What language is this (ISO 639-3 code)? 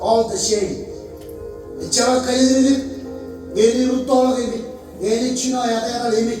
mah